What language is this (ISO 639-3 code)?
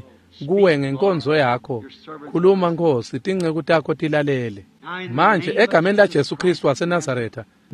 ssw